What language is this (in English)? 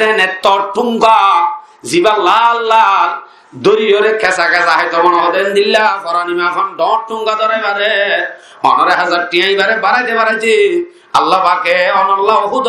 Rohingya